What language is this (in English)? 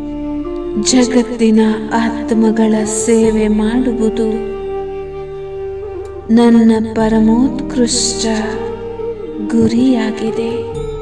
Kannada